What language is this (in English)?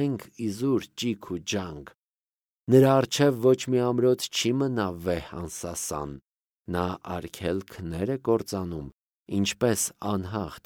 Armenian